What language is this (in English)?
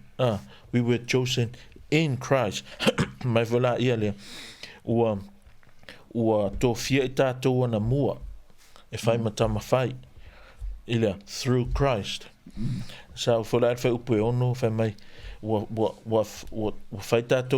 Samoan